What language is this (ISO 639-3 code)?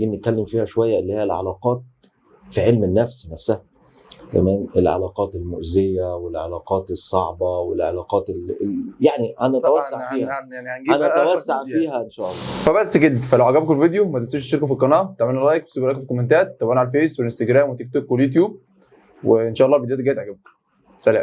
arz